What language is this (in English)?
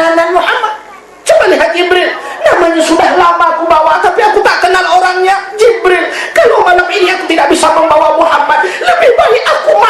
Achinese